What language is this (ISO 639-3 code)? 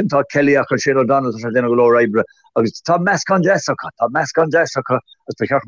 gle